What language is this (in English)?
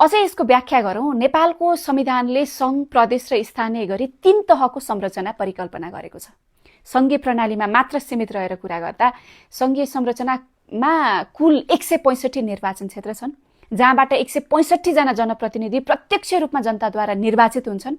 Nepali